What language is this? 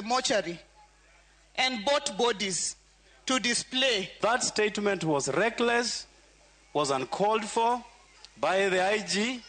Luo (Kenya and Tanzania)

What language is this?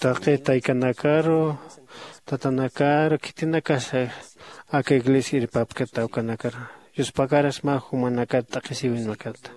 Aymara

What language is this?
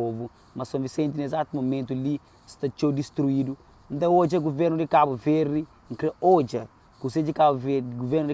Kabuverdianu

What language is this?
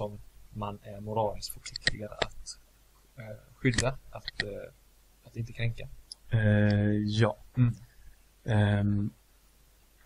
Swedish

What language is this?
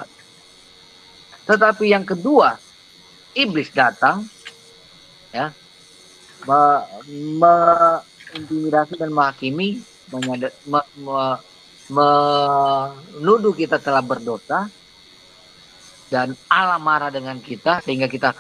Indonesian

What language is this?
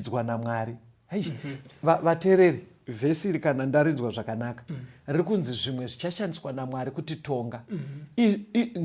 Shona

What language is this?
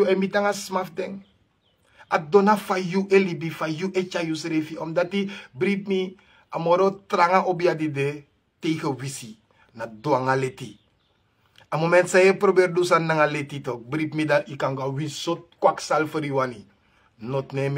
Sranan Tongo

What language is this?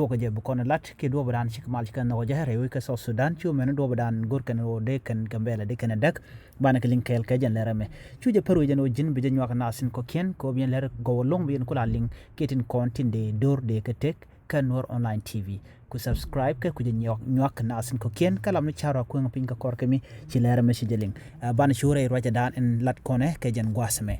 Nuer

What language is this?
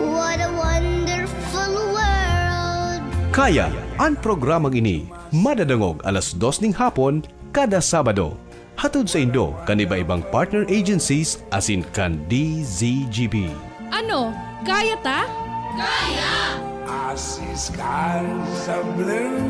Bikol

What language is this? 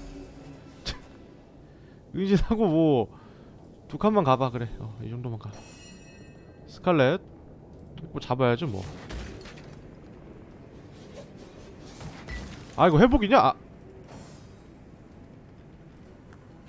Korean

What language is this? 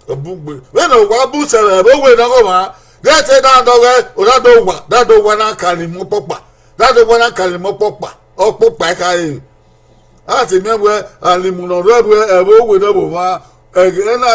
Bini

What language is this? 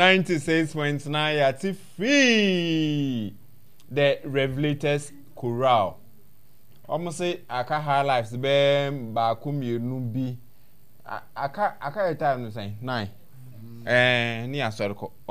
Akan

